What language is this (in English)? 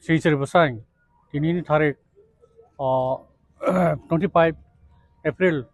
Dimasa